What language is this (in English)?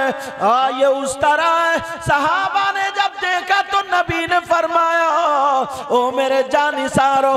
Urdu